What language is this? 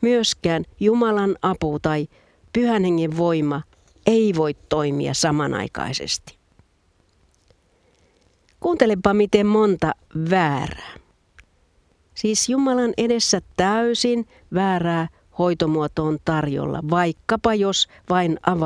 Finnish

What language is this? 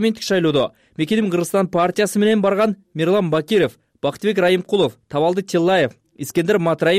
Kyrgyz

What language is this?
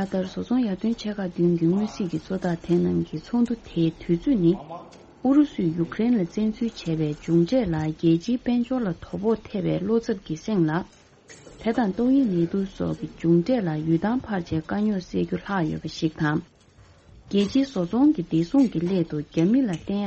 Tibetan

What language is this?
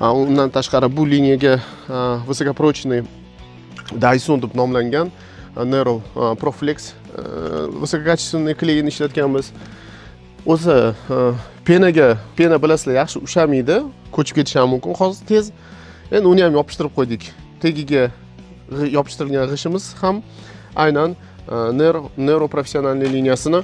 Uzbek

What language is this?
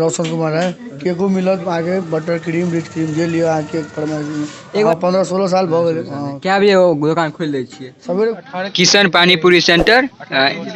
Maithili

